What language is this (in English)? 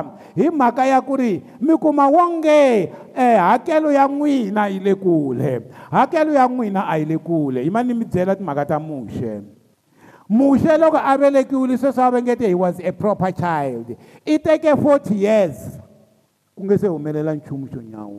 Tsonga